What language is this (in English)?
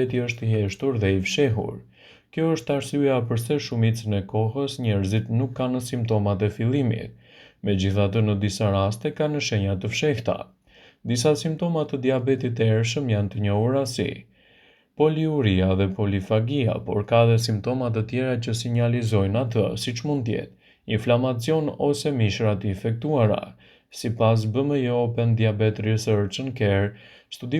Albanian